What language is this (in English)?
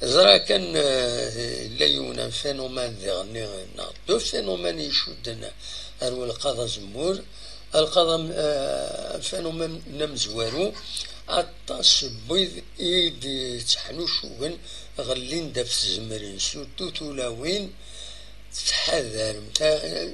Kabyle